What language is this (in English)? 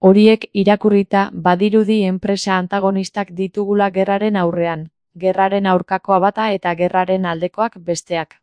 Basque